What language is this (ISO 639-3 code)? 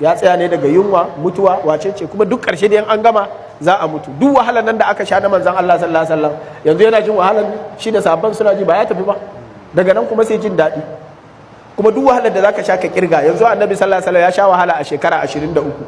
hau